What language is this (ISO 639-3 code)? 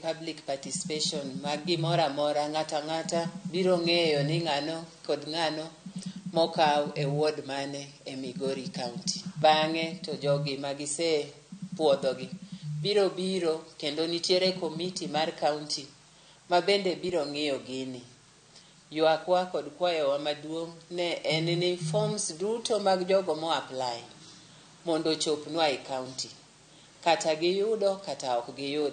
luo